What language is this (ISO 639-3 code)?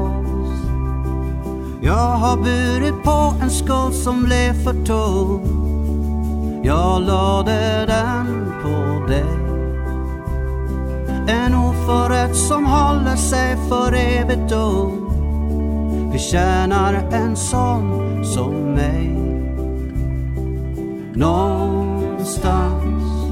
swe